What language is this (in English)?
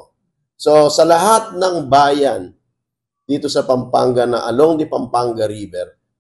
Pampanga